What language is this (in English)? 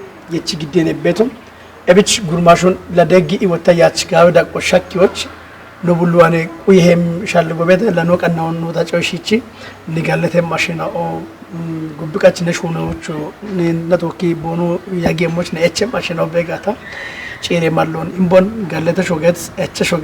Kafa